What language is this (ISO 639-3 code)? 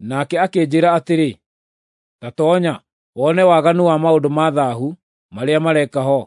kik